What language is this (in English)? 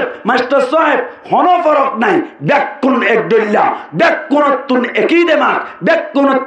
Rohingya